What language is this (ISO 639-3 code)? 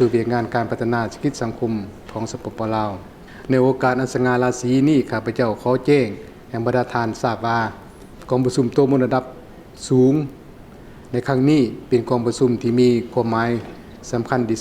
lao